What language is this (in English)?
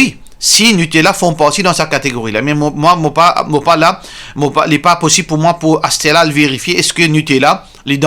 Morisyen